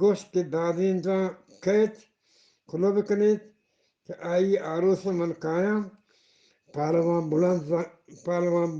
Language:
Eastern Balochi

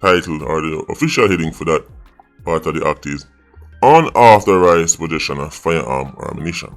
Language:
Jamaican Creole English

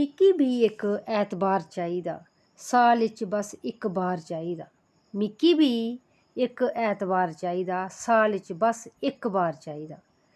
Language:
Dogri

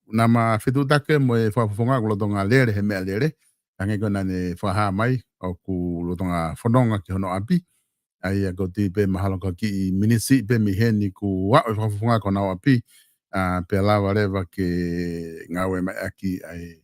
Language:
Tongan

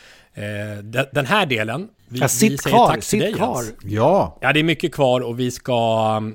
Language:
Swedish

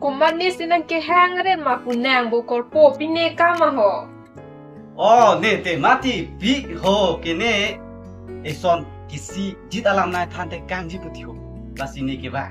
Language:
Karbi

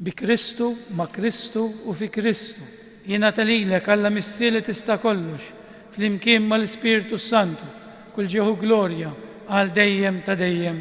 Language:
Maltese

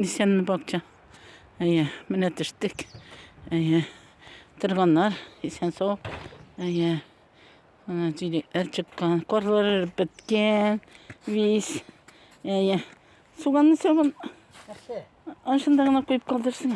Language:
Tatar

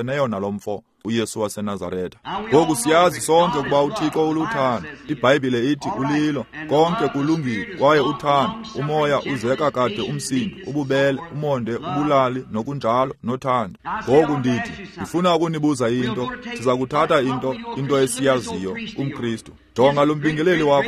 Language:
Xhosa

